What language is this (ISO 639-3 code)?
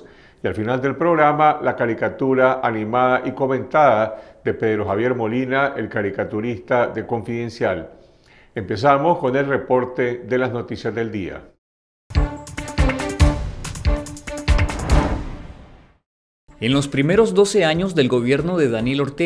spa